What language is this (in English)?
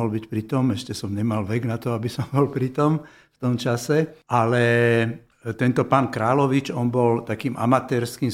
Slovak